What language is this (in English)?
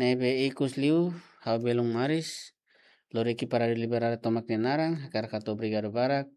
Tetum